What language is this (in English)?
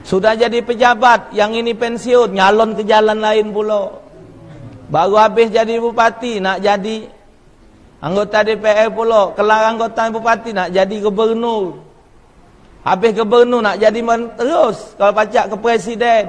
Musi